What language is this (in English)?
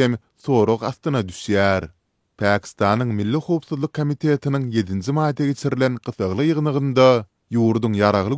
Turkmen